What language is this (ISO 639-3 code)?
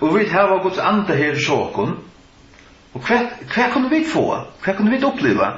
fao